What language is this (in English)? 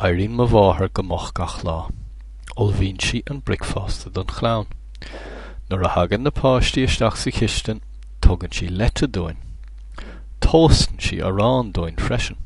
Irish